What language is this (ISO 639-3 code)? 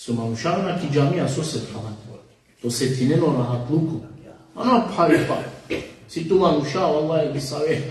rmn